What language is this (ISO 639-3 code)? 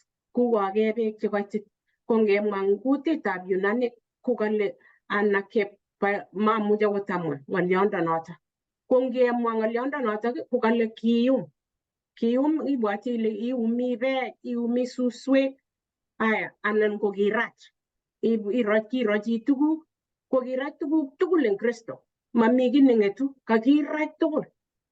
kln